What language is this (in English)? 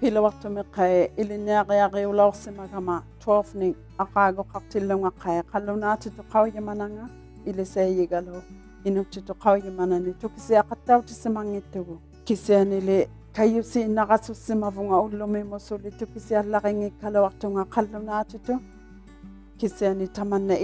Inuktitut